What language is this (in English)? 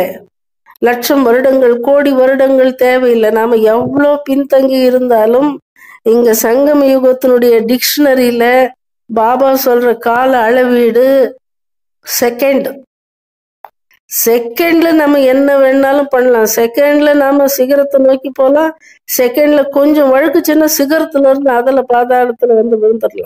Tamil